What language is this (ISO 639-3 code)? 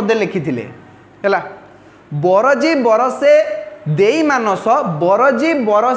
ori